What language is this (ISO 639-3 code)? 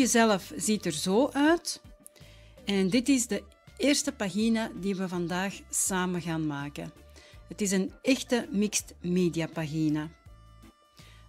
nld